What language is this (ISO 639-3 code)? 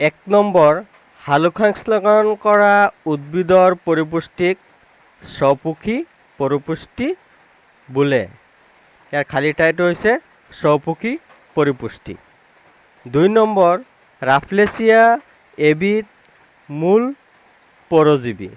asm